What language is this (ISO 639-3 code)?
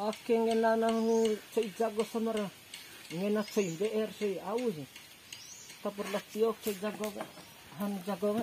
bhp